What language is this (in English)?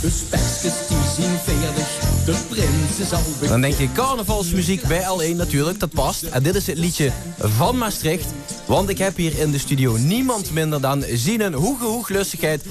Limburgish